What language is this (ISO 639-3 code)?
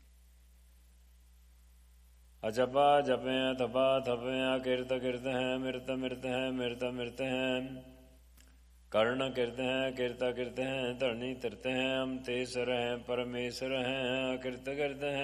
pan